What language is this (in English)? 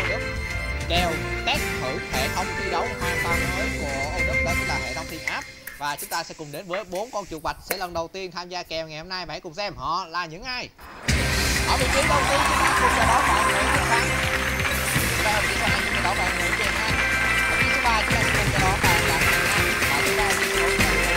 Vietnamese